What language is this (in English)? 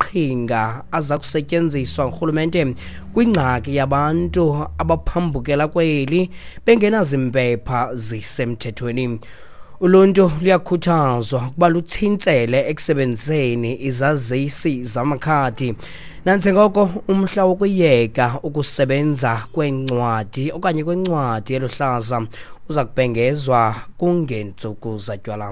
Xhosa